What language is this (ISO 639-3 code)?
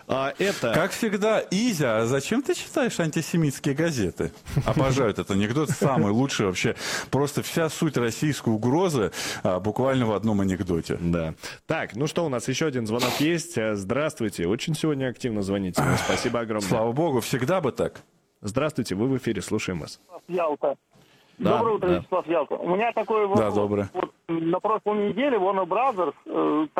rus